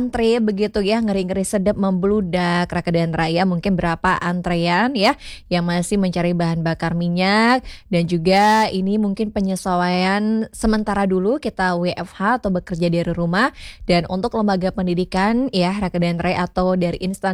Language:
Indonesian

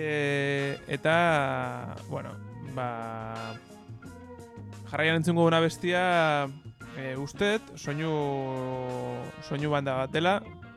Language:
Basque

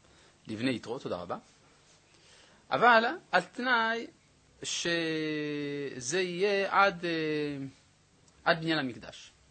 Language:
Hebrew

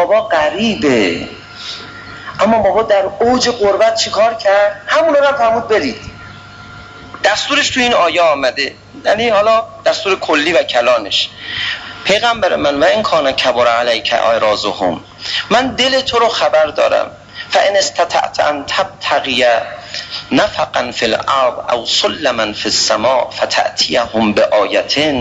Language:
Persian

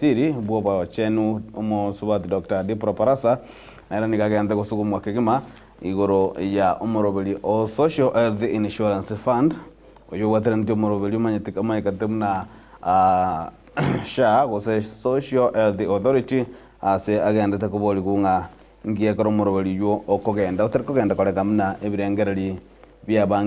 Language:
Gusii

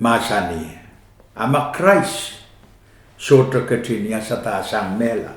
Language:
Pohnpeian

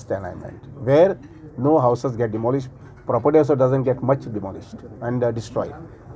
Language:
Konkani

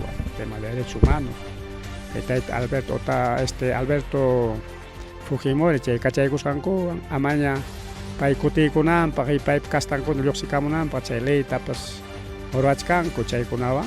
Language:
Ayacucho Quechua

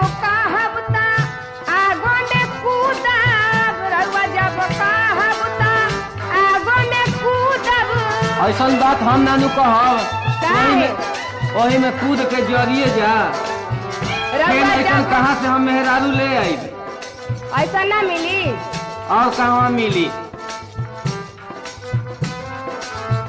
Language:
Bhojpuri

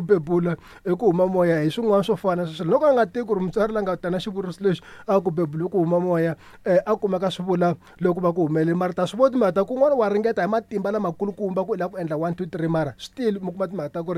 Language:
Tsonga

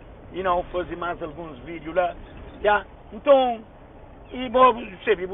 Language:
Kabuverdianu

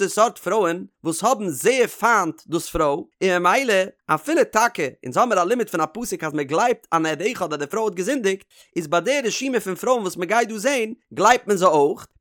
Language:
Yiddish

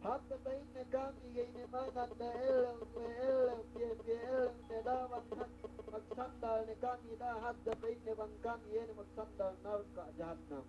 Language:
Yakan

